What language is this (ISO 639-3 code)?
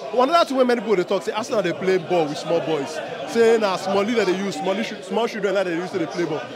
pcm